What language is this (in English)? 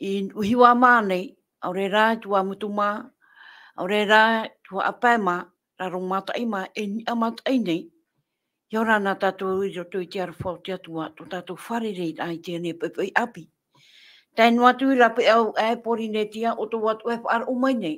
Tahitian